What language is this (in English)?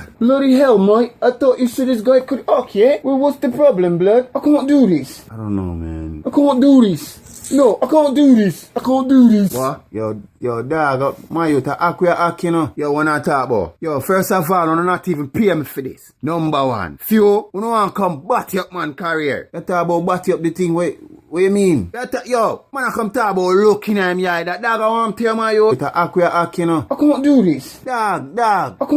Jamaican Creole English